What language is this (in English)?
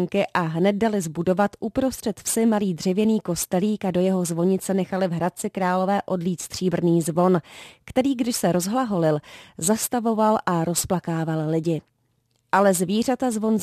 Czech